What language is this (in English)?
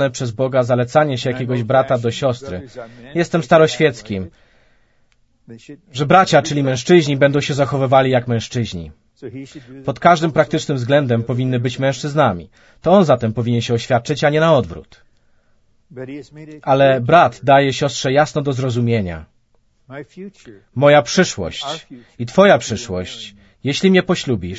Polish